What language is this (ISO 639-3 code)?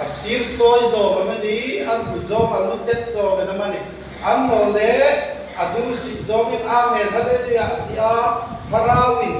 hmr